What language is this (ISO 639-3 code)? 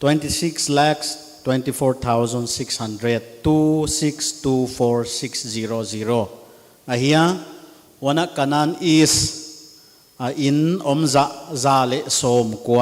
pck